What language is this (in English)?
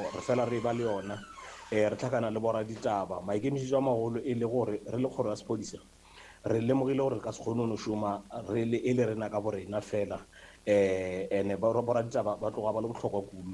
Northern Sotho